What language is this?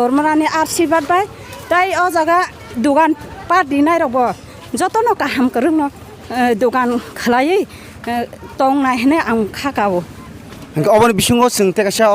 Kok Borok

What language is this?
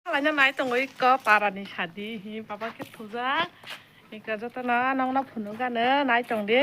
Kok Borok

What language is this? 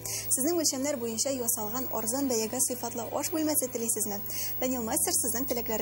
Tatar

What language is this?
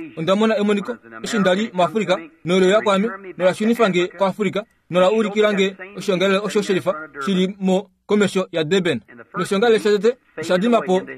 Kuanyama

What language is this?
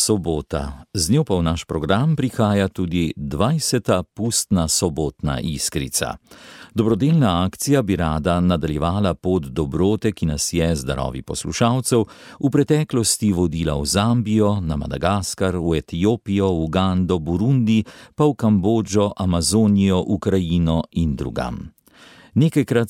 Slovenian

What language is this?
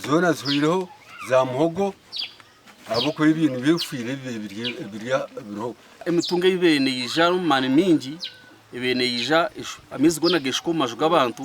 Nyankole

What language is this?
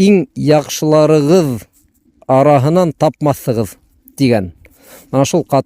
Bashkir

